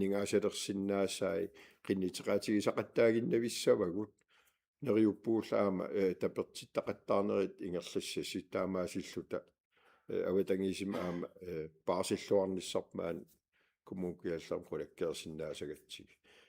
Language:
Kalaallisut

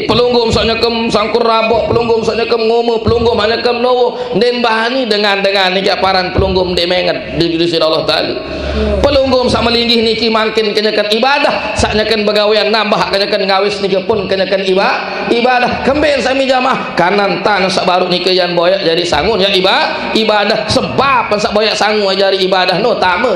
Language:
Sasak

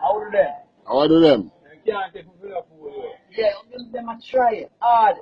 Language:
Jamaican Creole English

